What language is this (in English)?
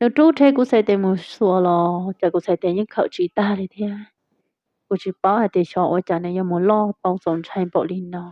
Hmong